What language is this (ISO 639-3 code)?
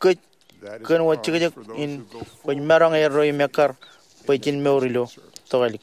mah